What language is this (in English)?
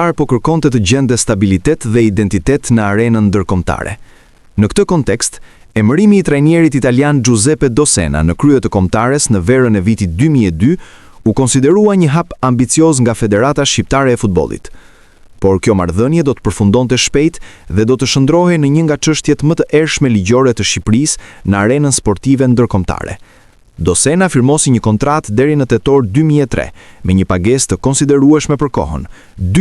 Albanian